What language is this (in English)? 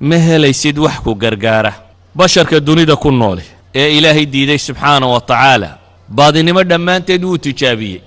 Somali